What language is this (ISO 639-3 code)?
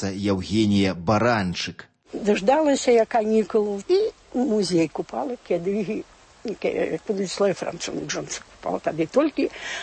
bel